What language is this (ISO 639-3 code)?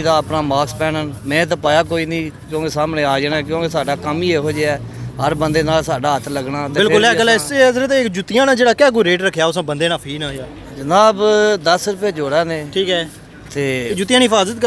phr